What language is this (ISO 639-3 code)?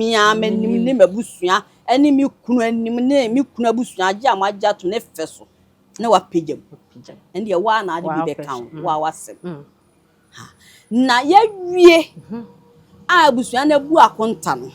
aka